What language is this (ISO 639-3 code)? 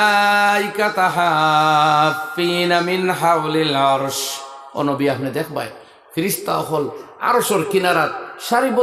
syl